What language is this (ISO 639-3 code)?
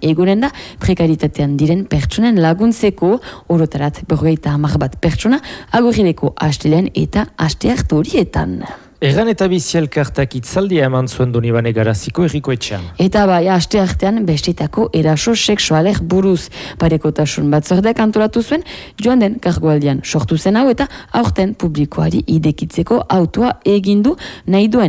eus